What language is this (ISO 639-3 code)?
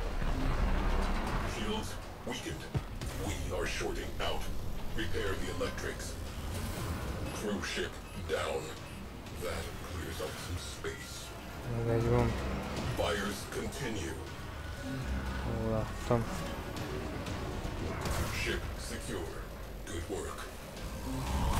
hun